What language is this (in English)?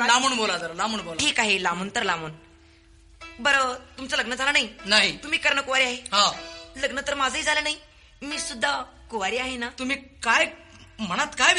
Marathi